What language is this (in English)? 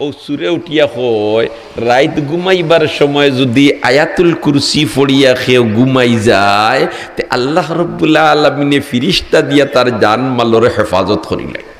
Sylheti